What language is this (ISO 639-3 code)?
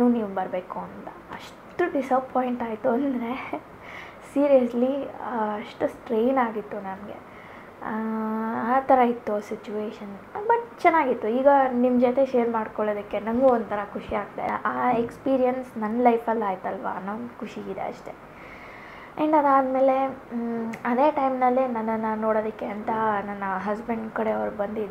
kan